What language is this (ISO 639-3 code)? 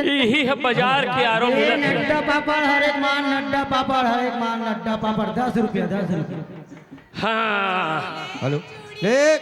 hne